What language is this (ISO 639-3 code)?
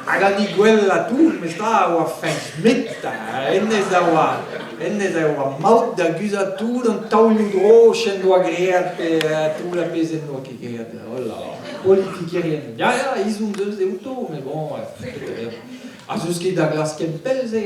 bre